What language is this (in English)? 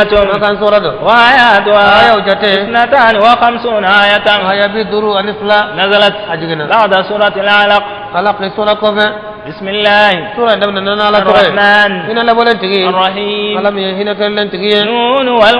Bambara